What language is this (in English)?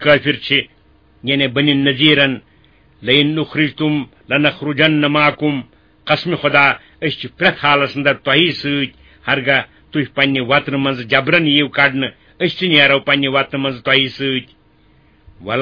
Kashmiri